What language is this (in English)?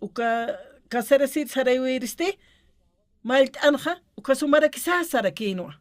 Aymara